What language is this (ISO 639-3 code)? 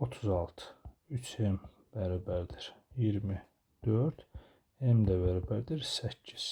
aze